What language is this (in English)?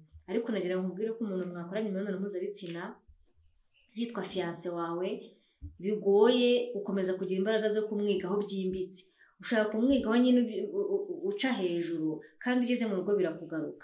Kinyarwanda